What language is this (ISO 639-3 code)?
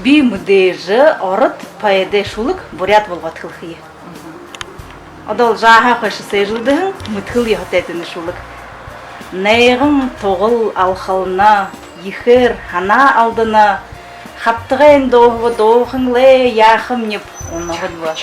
bua